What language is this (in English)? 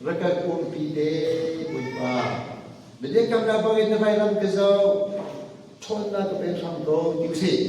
Hakha Chin